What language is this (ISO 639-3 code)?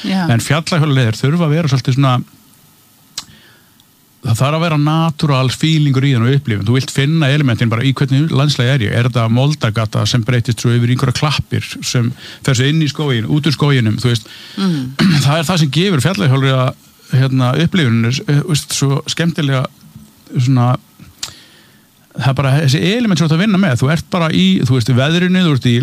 isl